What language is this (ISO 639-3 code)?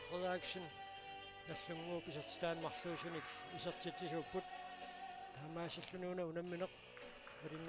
kal